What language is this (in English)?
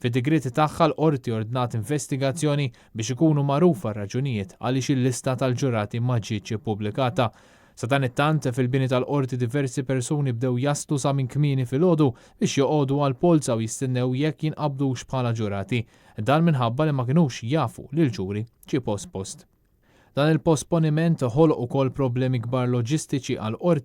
Maltese